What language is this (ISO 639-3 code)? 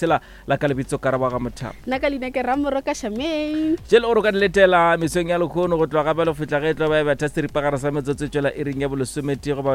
nso